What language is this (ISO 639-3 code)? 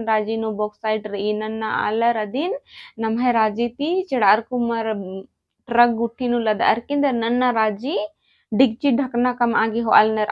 kru